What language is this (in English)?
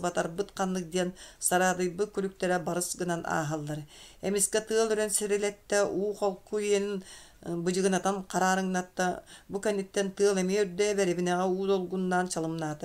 Yakut